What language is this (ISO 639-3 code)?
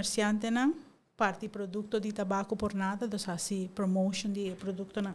pap